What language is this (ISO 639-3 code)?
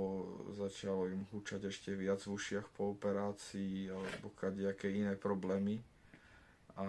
slk